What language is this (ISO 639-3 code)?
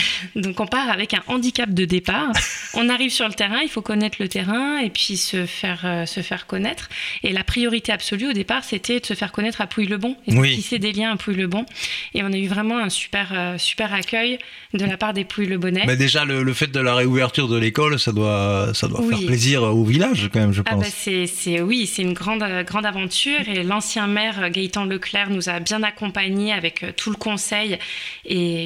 fra